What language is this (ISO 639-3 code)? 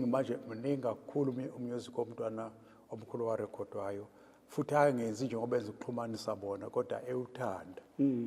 zul